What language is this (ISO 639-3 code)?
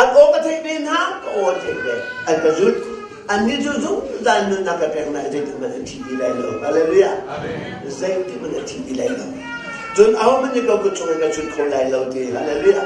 cnh